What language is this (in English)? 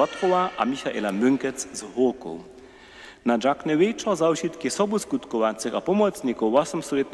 Upper Sorbian